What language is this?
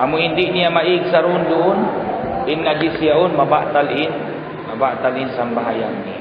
Tausug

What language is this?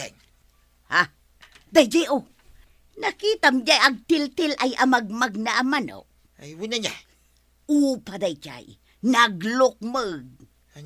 Iloko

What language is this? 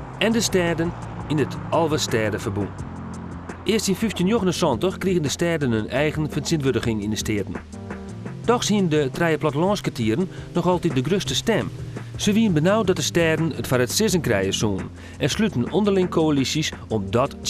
Western Frisian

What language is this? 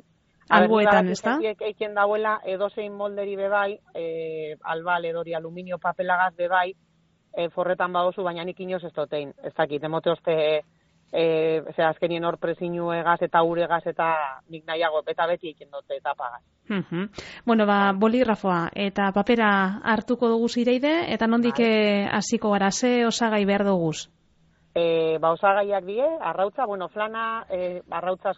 Basque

